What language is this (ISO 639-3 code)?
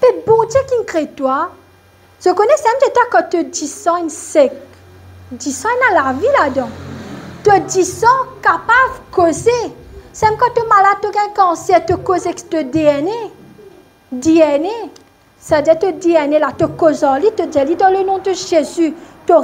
mfe